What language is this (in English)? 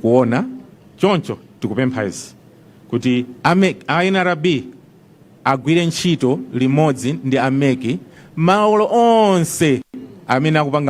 Nyanja